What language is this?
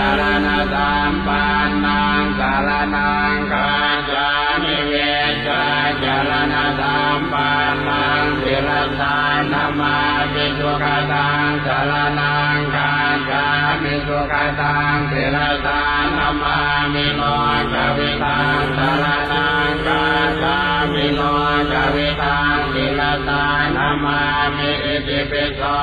Pali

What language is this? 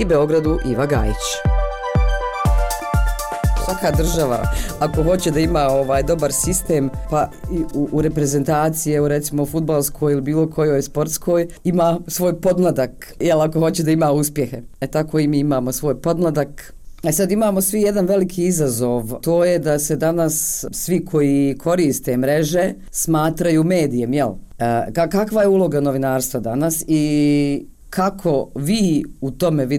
Serbian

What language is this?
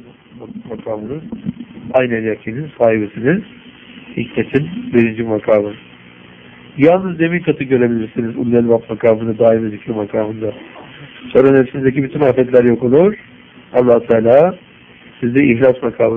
Turkish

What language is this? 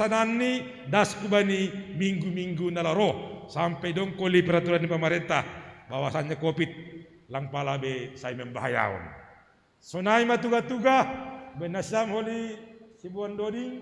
Batak Simalungun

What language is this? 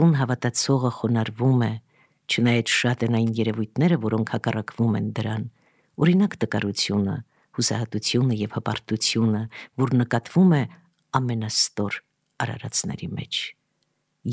Armenian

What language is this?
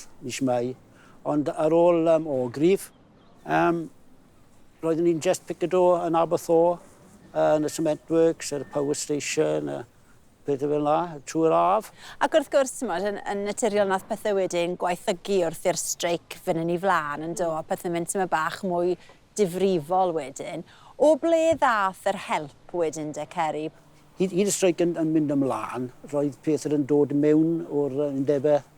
Welsh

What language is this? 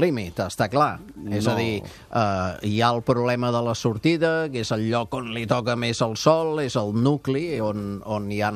Catalan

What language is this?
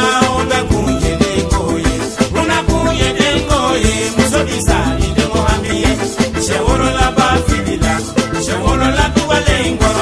Bambara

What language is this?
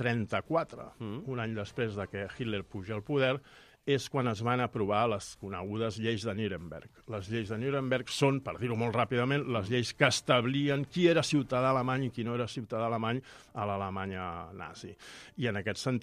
Catalan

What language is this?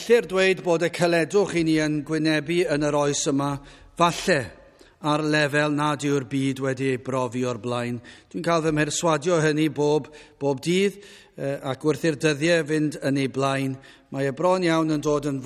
Welsh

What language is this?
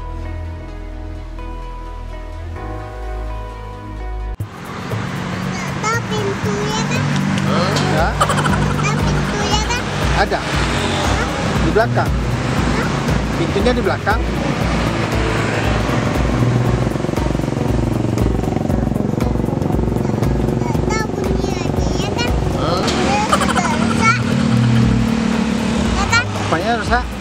Indonesian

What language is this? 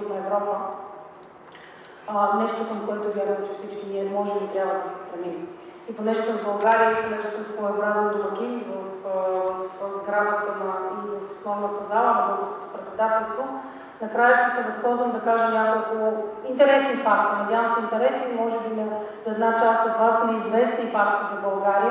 Bulgarian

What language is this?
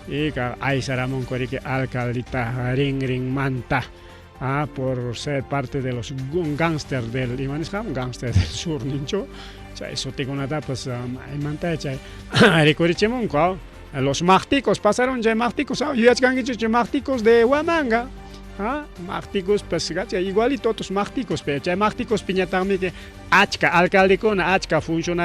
Ayacucho Quechua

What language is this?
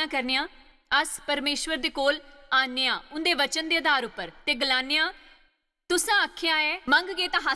Dogri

